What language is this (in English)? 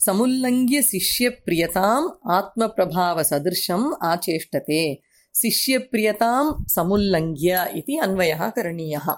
Sanskrit